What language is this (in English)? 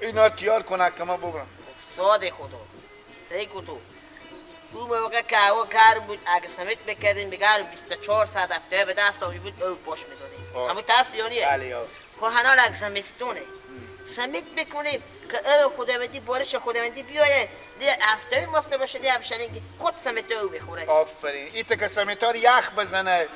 Persian